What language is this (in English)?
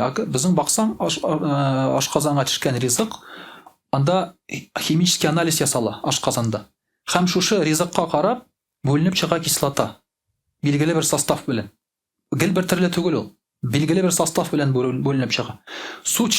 Tatar